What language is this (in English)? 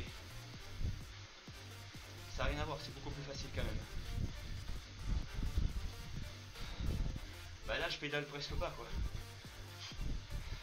French